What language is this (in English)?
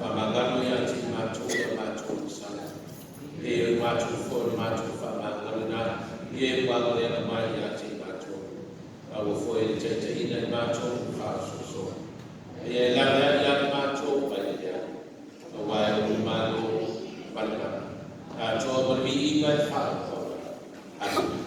Samoan